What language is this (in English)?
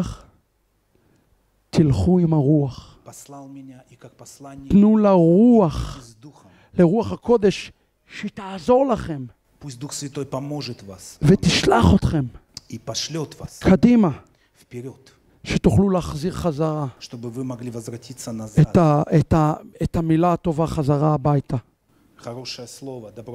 Hebrew